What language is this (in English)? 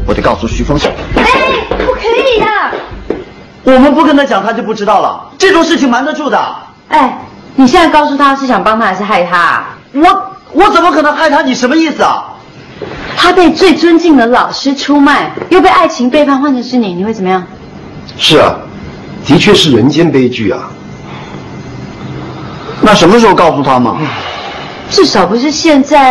Chinese